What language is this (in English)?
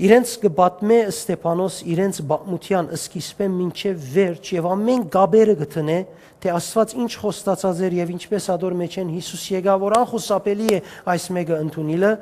Western Armenian